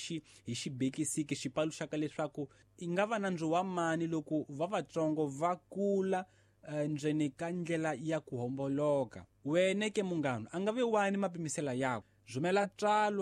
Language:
Tsonga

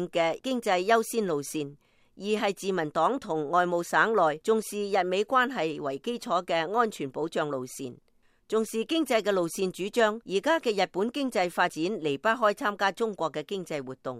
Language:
Cantonese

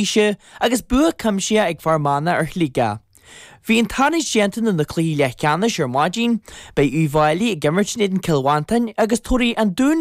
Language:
Irish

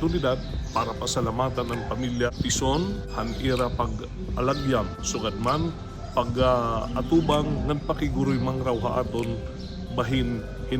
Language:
Waray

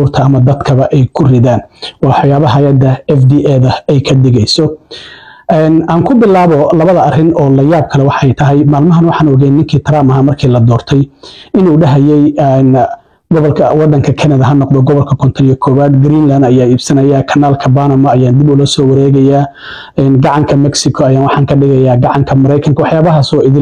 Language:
Somali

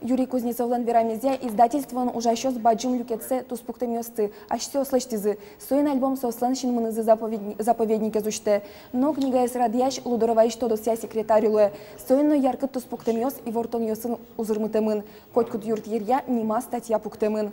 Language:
Udmurt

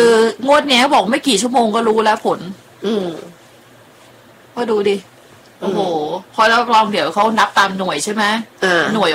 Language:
Thai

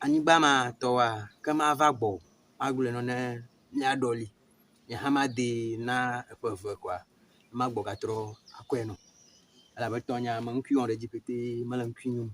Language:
Ewe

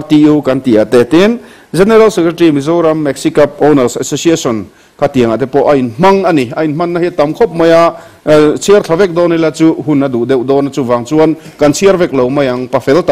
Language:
Mizo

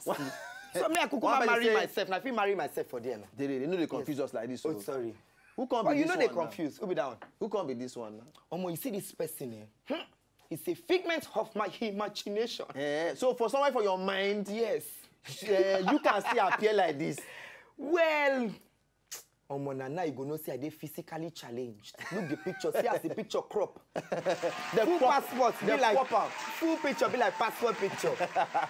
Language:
Nigerian Pidgin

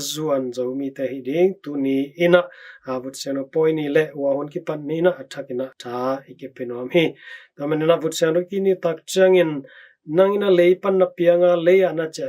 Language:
Tedim Chin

